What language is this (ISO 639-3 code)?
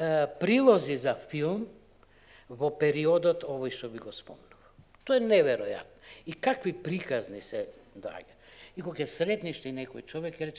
mkd